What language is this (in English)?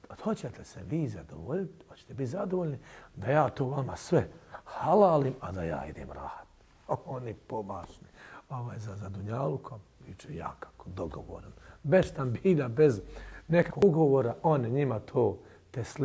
Bosnian